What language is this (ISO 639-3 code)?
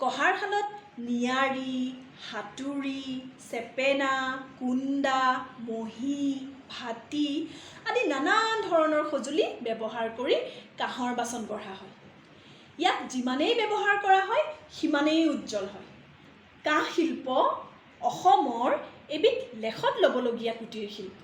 asm